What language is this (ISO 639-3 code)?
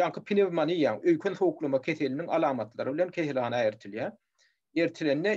tuk